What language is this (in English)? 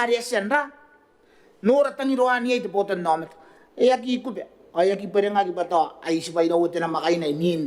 Gilbertese